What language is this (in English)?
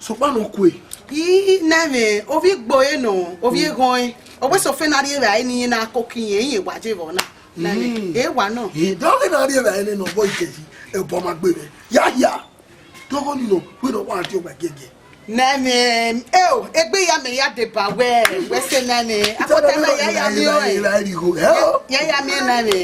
Bini